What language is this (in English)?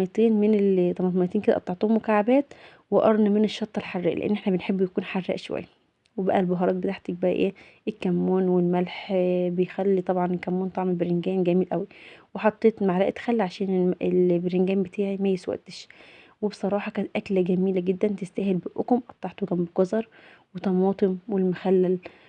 Egyptian Arabic